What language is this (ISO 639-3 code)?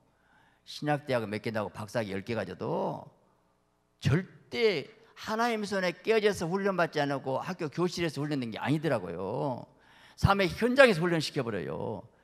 kor